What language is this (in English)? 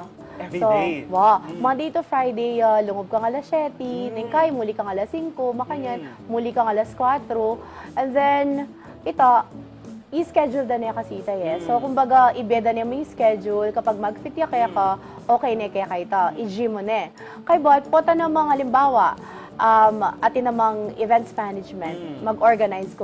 Pampanga